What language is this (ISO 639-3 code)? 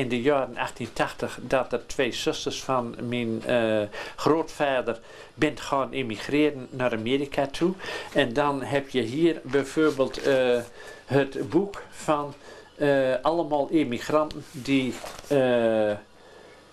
nld